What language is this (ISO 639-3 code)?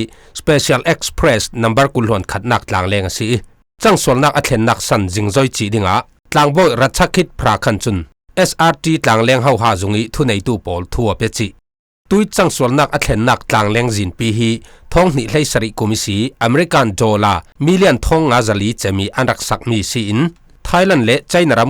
cfm